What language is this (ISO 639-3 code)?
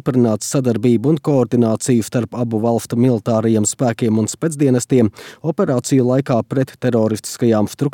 lav